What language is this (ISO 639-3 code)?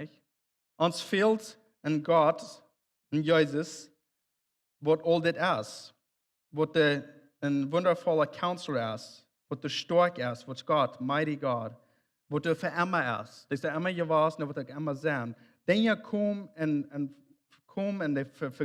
pdt